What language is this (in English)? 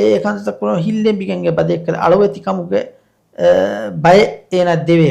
Divehi